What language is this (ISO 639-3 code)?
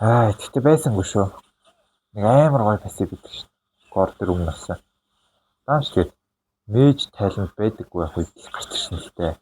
mon